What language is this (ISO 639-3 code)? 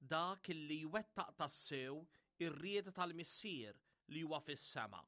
mlt